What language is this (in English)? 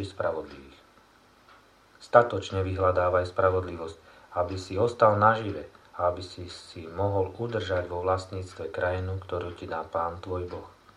Slovak